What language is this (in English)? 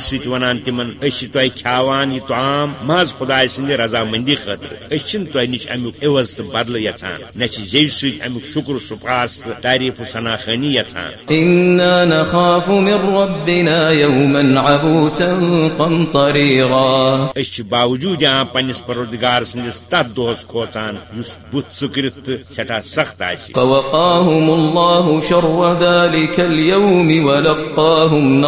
Kashmiri